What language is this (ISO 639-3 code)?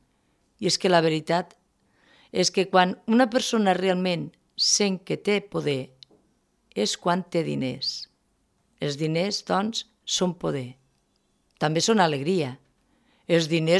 cat